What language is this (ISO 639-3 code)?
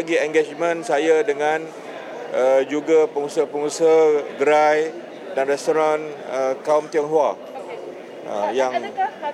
msa